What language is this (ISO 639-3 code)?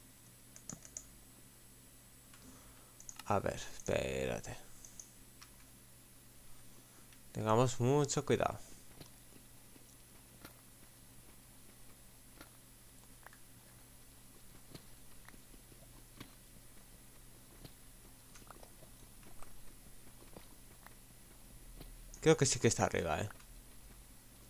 spa